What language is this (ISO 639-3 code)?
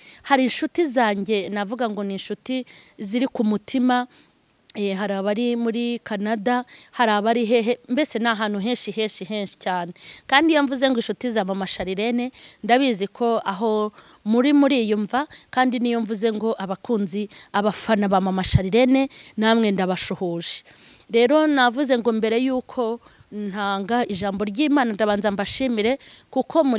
kin